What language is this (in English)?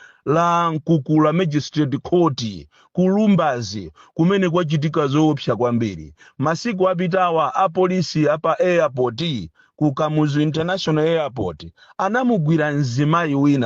Nyanja